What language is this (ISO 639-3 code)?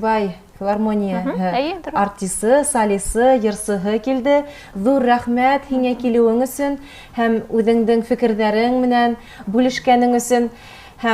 bak